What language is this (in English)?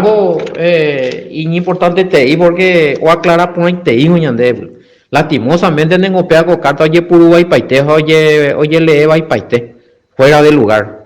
Guarani